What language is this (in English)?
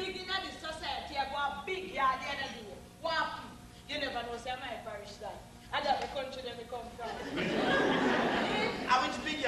Jamaican Creole English